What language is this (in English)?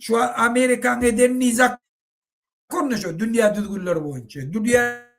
Turkmen